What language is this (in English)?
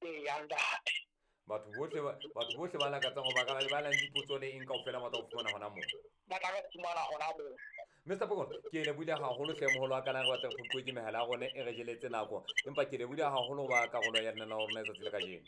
Southern Sotho